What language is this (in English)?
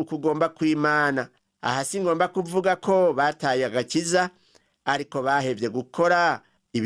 Rundi